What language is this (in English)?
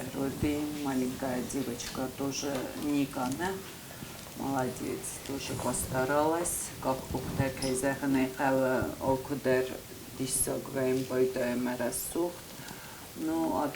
Ossetic